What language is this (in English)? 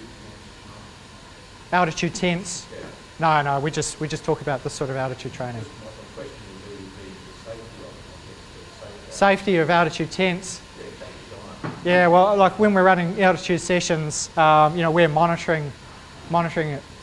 English